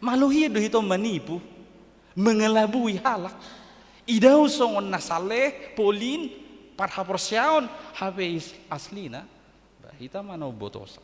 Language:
Batak Toba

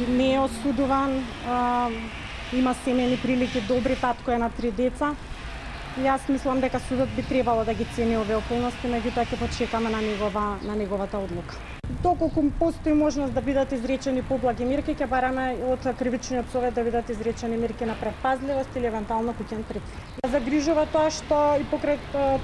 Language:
Macedonian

